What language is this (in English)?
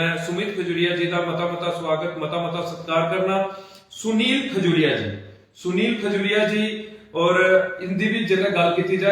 Dogri